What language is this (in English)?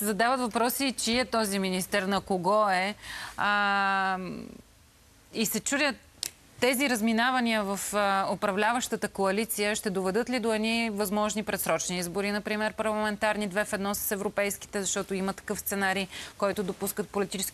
Bulgarian